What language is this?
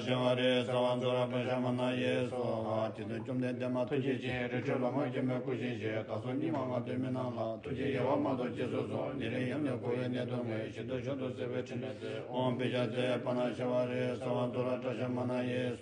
Tibetan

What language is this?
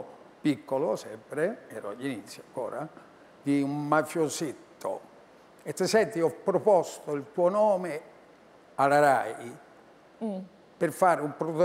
Italian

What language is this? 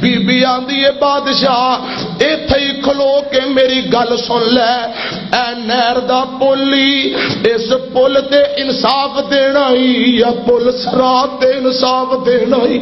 Western Panjabi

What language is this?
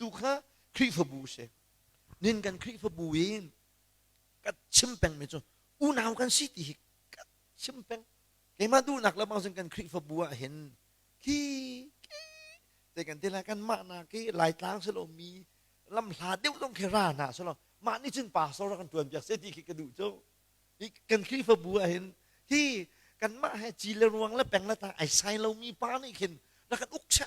Hakha Chin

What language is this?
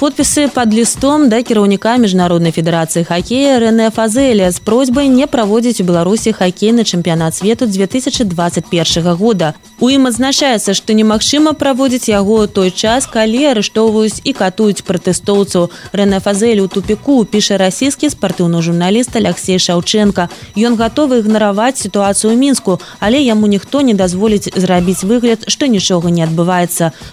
Belarusian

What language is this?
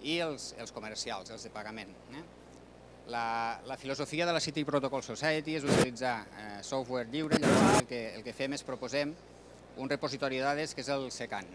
Catalan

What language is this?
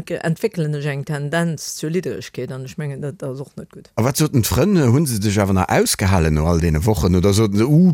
Luxembourgish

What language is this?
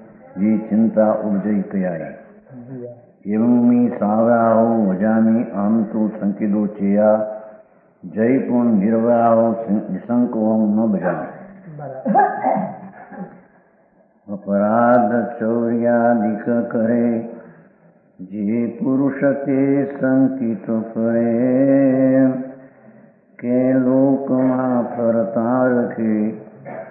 Gujarati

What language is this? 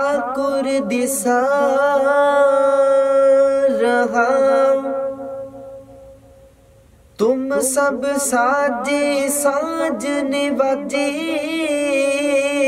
Punjabi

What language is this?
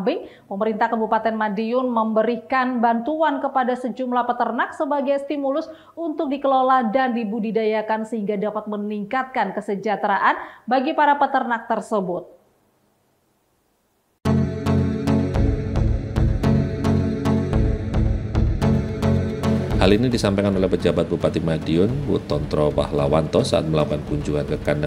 Indonesian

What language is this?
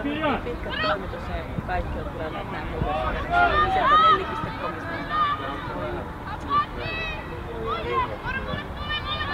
Finnish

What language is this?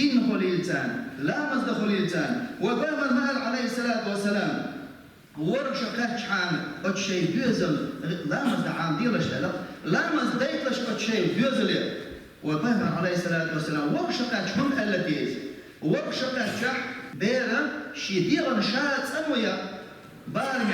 Chechen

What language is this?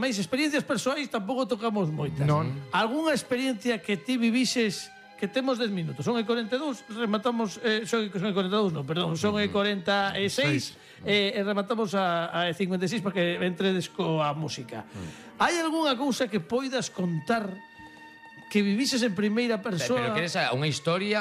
Galician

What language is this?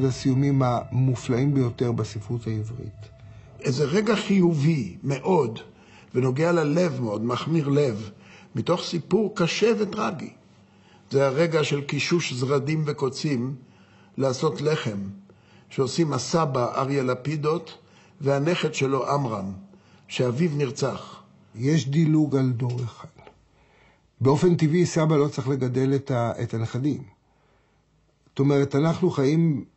Hebrew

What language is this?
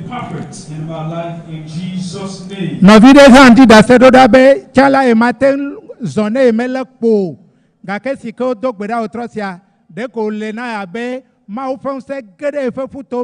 Ewe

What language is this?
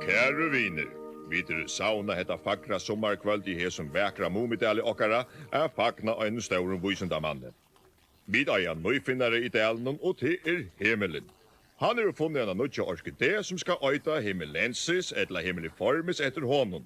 Faroese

